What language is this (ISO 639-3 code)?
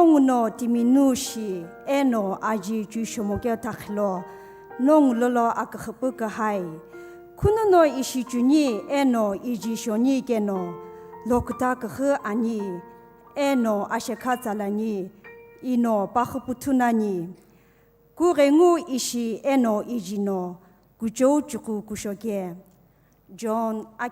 nsm